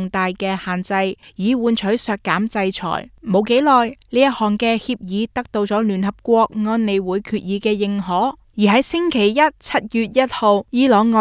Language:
Cantonese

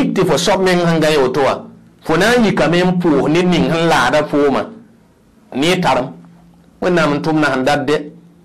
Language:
Mossi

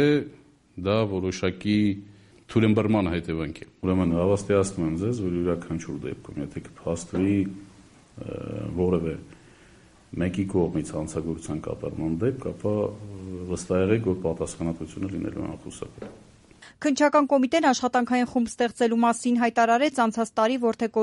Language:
Armenian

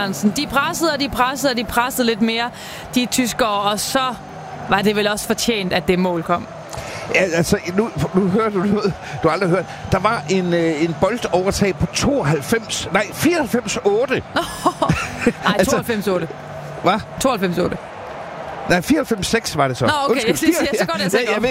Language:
Danish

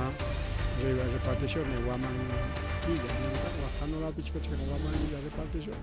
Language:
Ayacucho Quechua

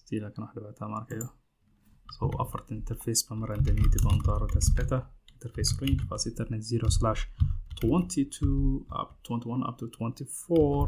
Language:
Somali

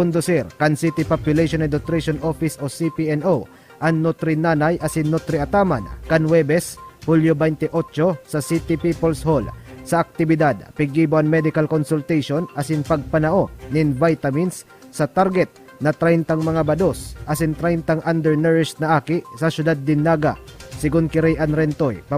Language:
Bikol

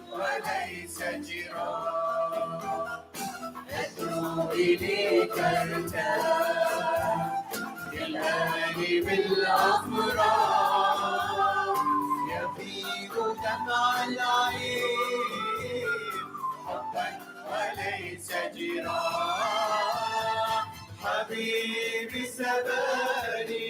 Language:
Mesopotamian Arabic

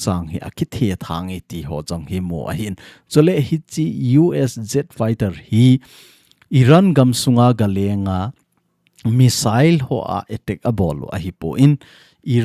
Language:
Thado Chin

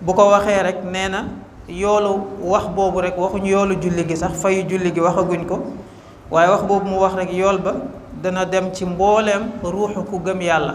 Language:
Wolof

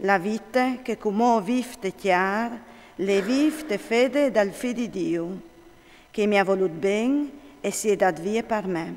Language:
Friulian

